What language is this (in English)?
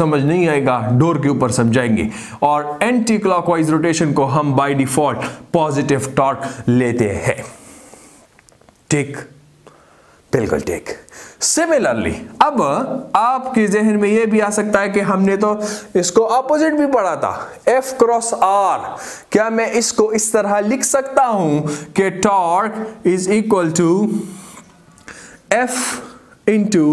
Hindi